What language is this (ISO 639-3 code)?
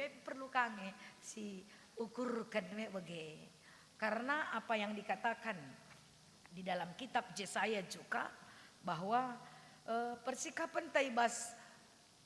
btx